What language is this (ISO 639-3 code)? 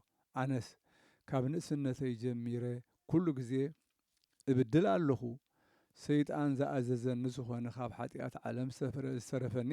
tir